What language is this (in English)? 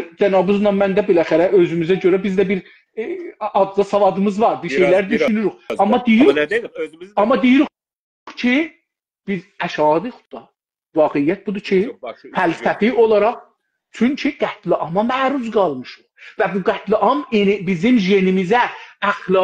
South Azerbaijani